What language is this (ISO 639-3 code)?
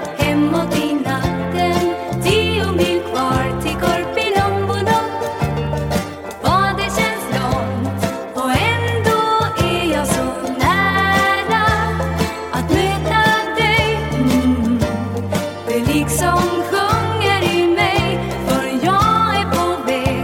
swe